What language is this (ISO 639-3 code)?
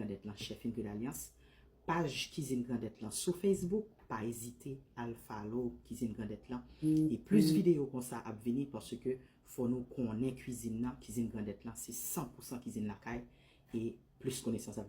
hat